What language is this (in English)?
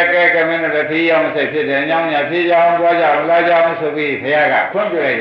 Burmese